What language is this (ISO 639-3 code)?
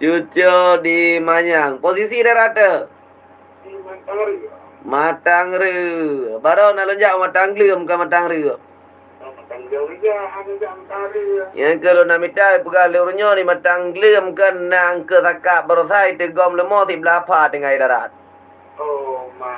ace